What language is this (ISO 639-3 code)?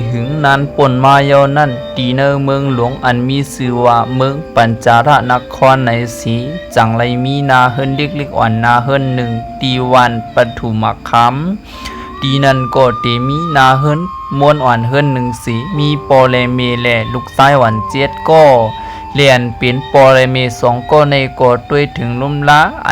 shn